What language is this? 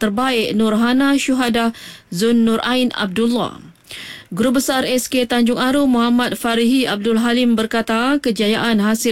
Malay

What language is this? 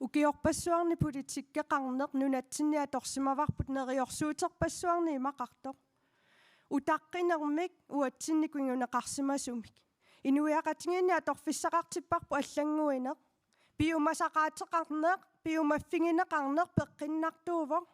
Kalaallisut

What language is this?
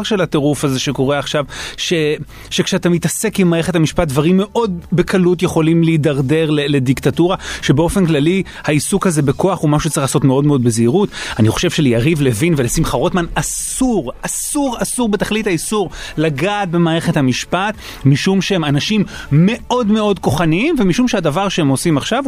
Hebrew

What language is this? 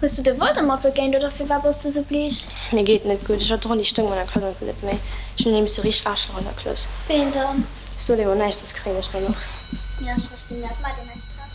Luxembourgish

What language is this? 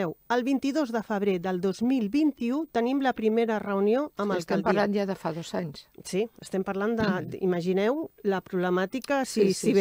Catalan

